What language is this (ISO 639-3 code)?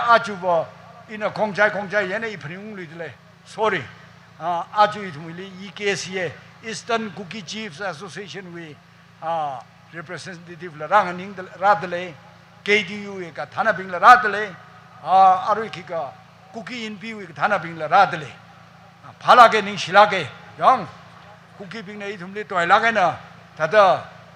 nmf